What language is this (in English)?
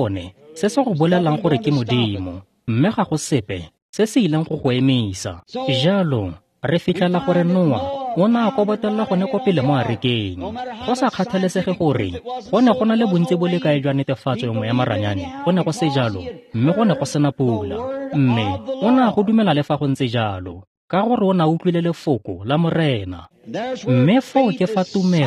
Tswana